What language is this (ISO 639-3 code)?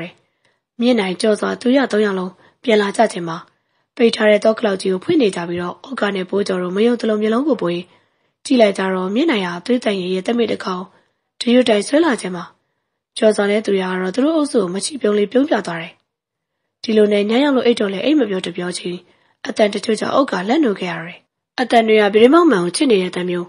mya